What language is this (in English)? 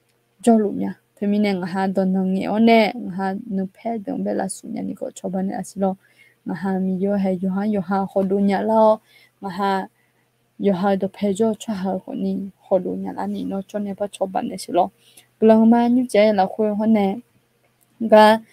Akha